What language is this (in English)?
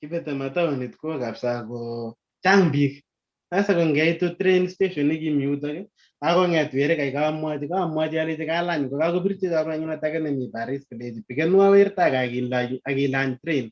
Kalenjin